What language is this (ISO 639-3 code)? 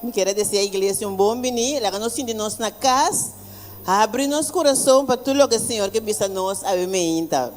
pap